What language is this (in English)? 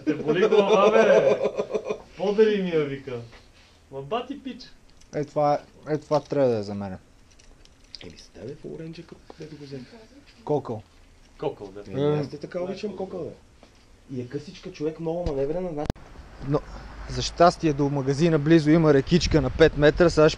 Bulgarian